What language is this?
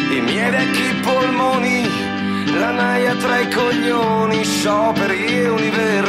Italian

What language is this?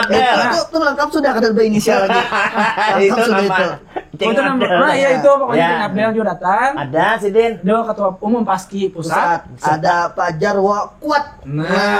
Banjar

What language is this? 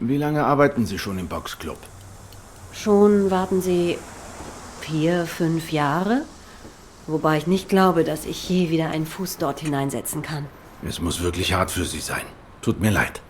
Swiss German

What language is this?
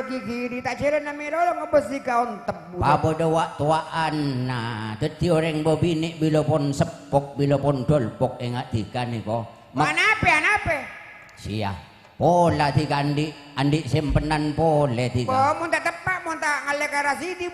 Madurese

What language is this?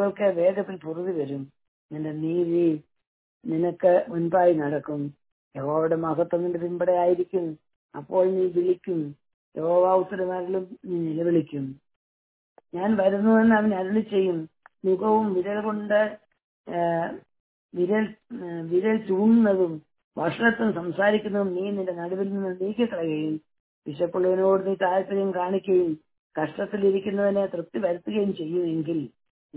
Malayalam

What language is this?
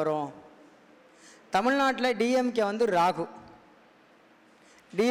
Tamil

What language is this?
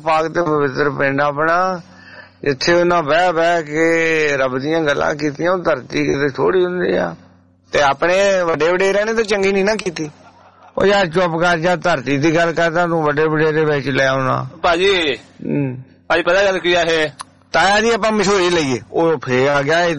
Punjabi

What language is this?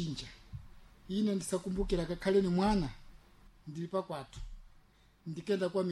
Sena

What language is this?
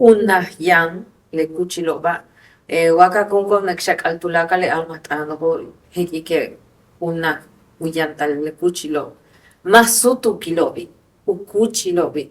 Yucateco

